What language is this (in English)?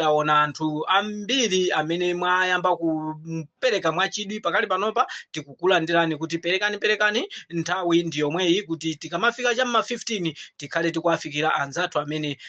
Nyanja